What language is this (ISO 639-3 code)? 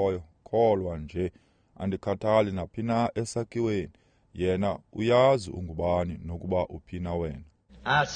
xho